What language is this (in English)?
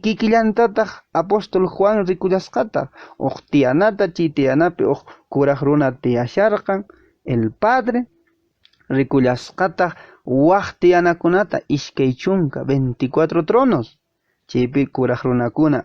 Quechua